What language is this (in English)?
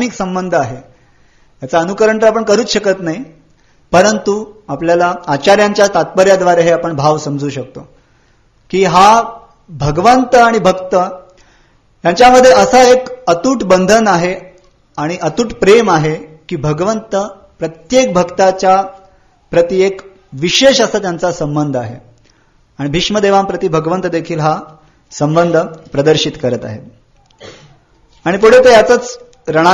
Marathi